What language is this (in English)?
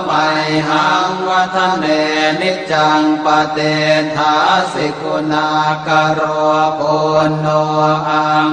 Pali